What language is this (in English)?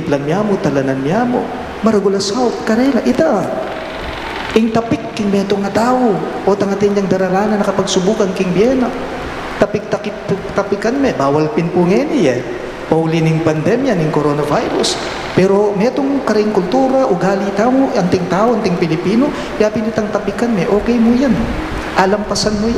Pampanga